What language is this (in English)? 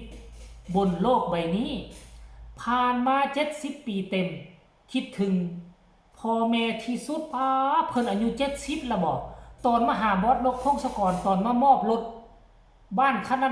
Northeastern Thai